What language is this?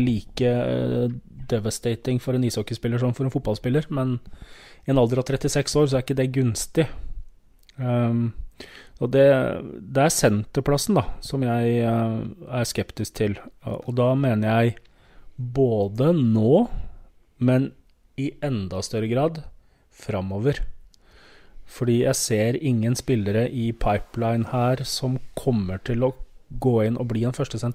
Norwegian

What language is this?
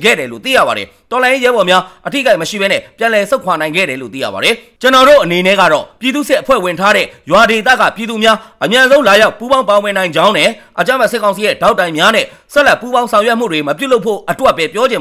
Burmese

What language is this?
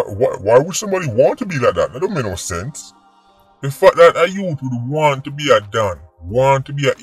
Jamaican Creole English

